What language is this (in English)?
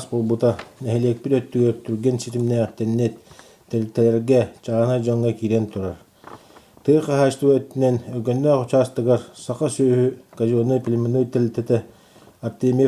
Yakut